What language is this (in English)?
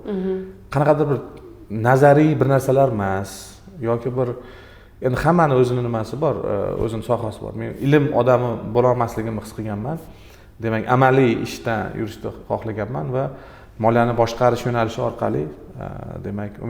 Uzbek